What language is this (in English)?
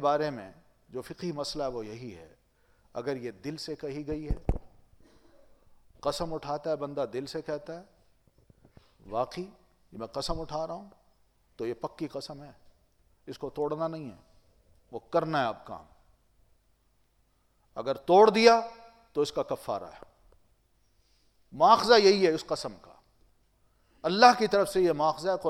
Urdu